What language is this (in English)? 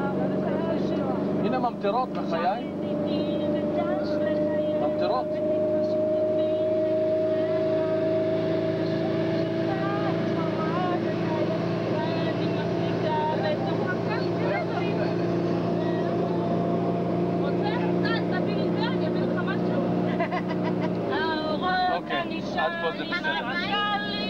Hebrew